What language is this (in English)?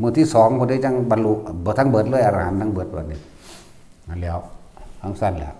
Northeastern Thai